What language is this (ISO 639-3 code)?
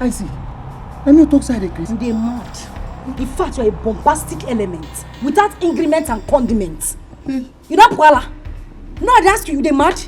pcm